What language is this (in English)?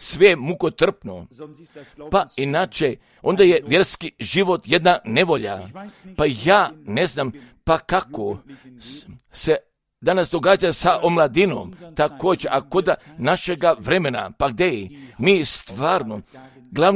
Croatian